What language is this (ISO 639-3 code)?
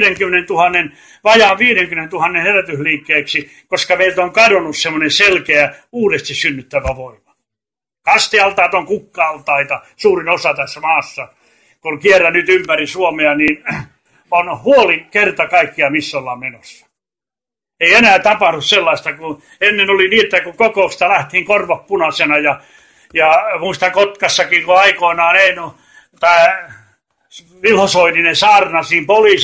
fin